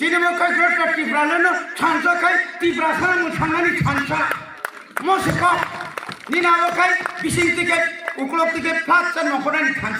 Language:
Kok Borok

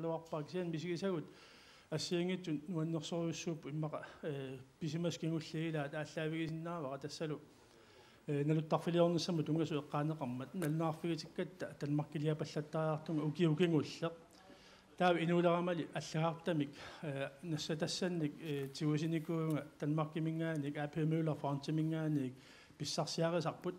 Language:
Kalaallisut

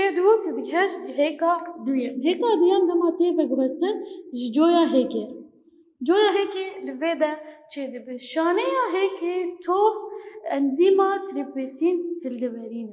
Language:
Kurdish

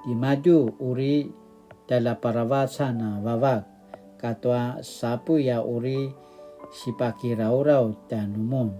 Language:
Paiwan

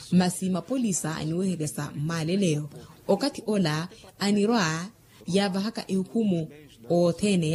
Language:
Makhuwa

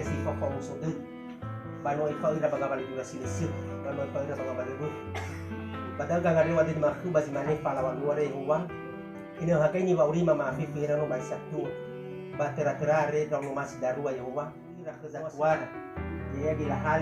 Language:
Nias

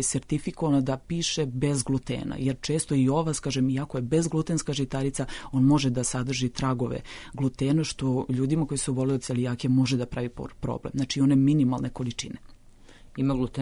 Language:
Serbian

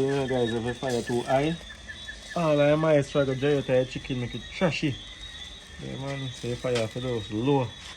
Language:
Jamaican Creole English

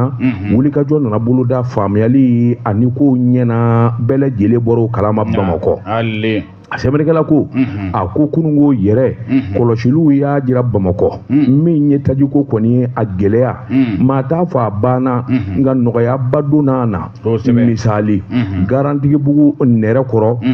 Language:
Bambara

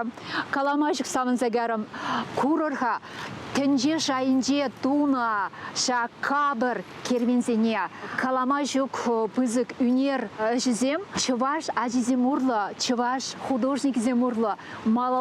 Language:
Chuvash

